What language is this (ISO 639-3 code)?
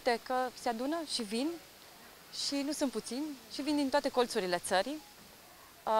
ron